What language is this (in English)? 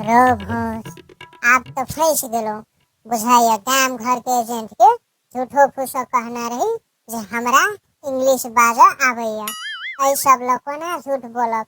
Maithili